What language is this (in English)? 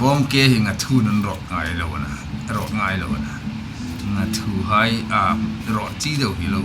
Hmar